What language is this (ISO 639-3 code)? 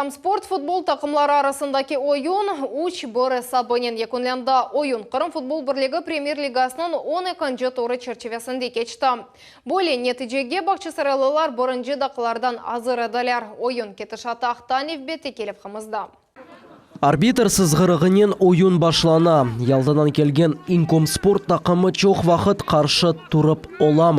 crh